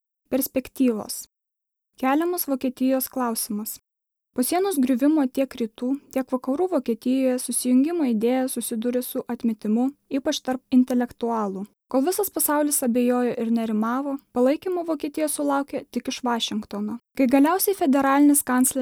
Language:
Lithuanian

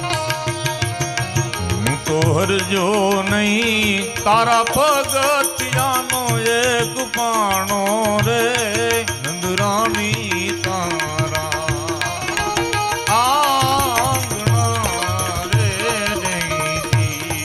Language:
Gujarati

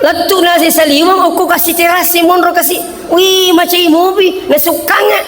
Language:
Buginese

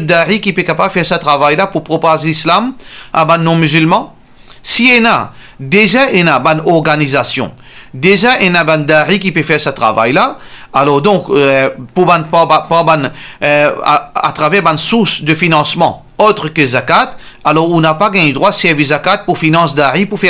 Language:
Morisyen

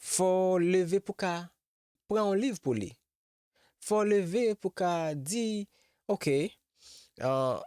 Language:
Haitian Creole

